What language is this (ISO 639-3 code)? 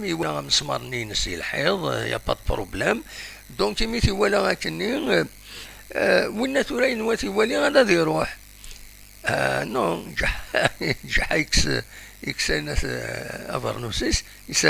kab